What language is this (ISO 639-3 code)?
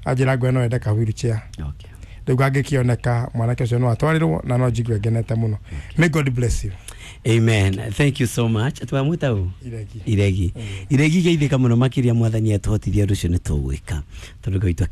kik